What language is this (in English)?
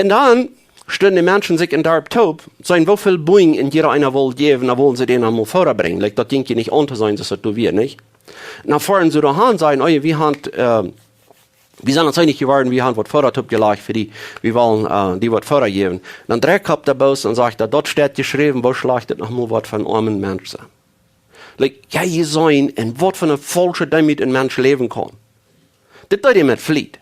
Plautdietsch